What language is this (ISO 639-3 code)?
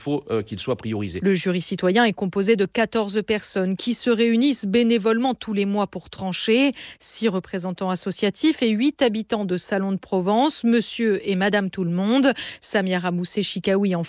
fra